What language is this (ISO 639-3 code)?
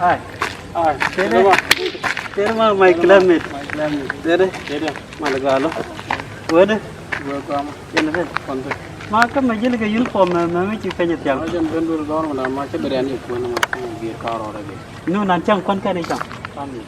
nus